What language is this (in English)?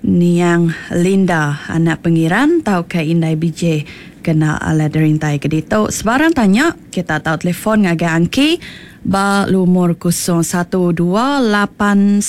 Iban